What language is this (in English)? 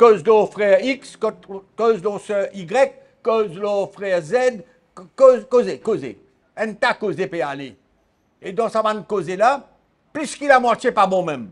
Morisyen